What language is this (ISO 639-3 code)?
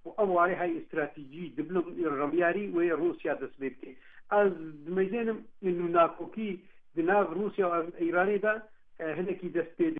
kur